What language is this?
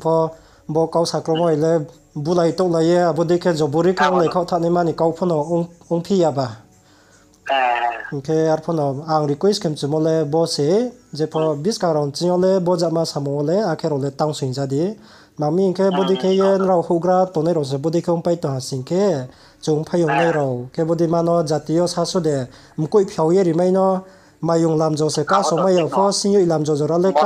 Riang (India)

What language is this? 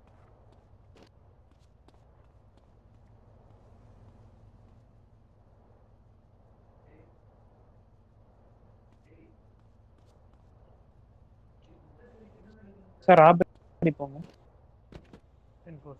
Tamil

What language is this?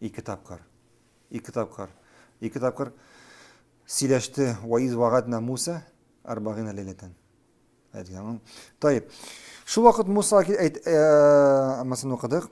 Tatar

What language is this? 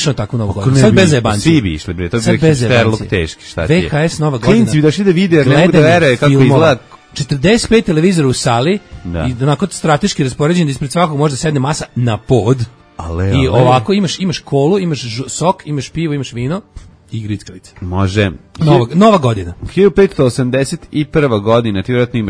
Serbian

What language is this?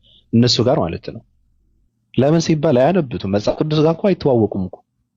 Amharic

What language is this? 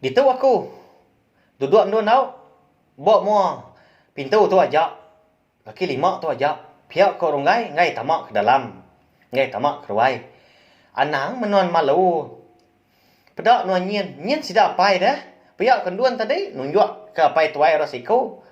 Iban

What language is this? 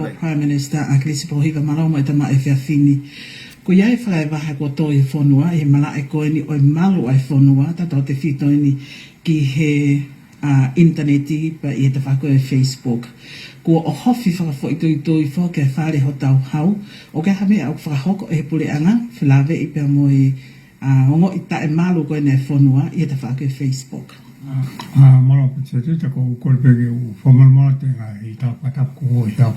Tongan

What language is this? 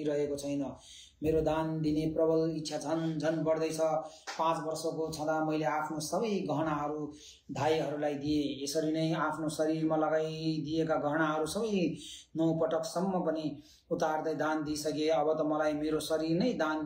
Nepali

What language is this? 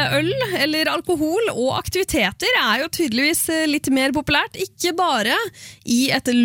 Norwegian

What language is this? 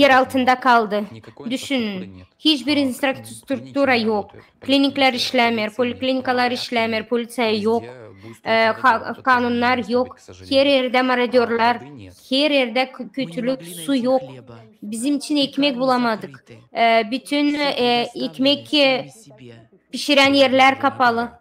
Gagauz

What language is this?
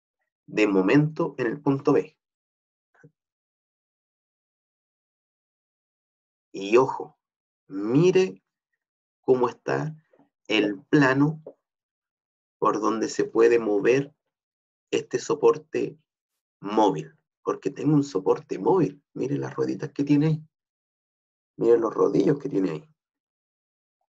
Spanish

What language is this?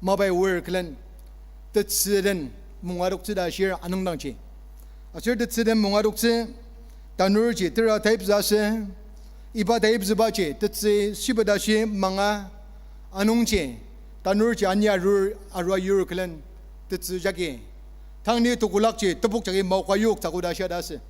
Ao Naga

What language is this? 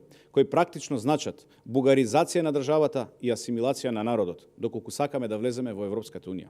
Macedonian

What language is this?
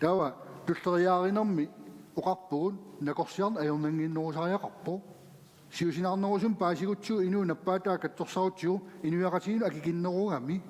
Kalaallisut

